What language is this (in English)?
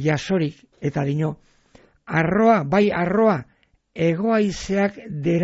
Basque